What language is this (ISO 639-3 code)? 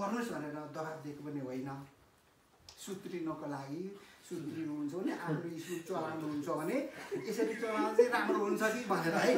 nep